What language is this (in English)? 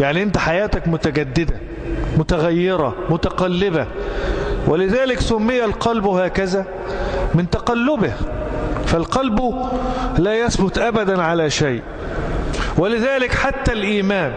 Egyptian Arabic